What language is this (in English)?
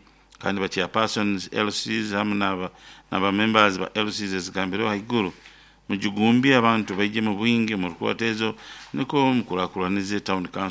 Nyoro